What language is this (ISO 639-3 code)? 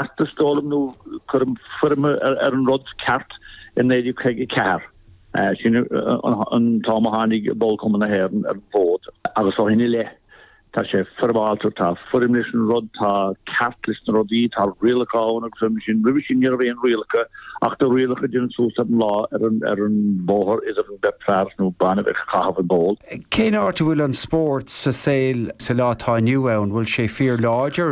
gle